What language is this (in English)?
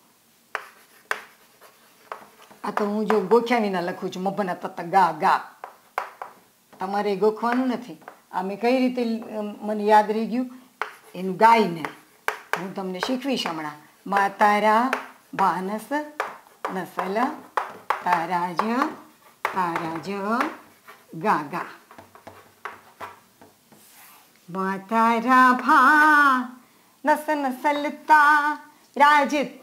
Gujarati